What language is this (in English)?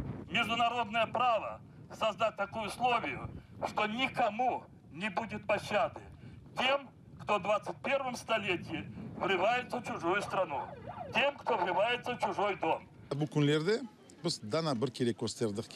Crimean Tatar